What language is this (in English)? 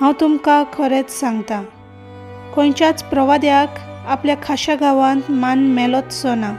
Konkani